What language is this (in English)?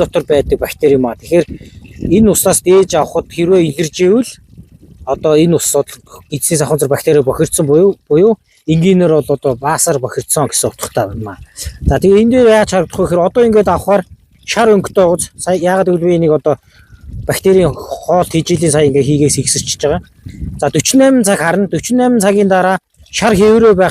Mongolian